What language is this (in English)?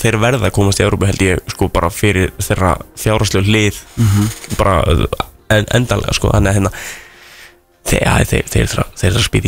Icelandic